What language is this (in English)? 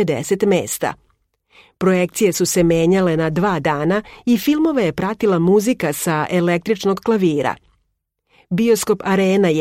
Serbian